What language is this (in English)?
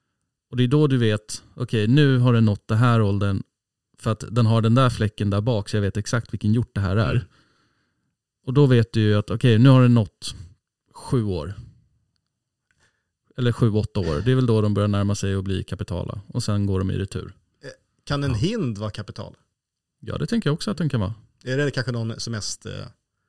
Swedish